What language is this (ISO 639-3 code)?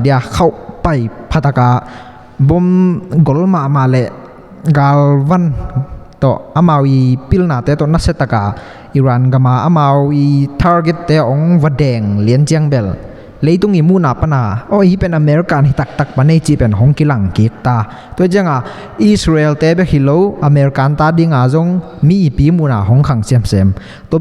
ctd